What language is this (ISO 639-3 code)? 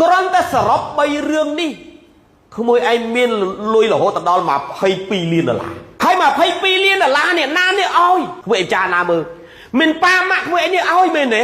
khm